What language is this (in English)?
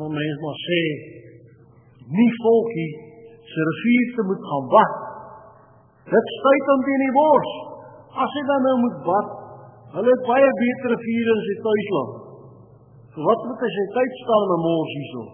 Afrikaans